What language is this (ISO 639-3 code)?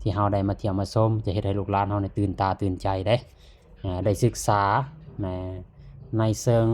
lao